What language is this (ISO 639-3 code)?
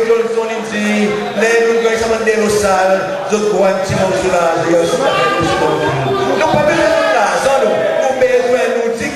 crs